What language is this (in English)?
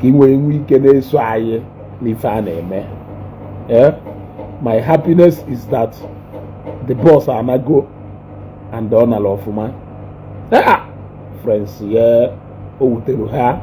Igbo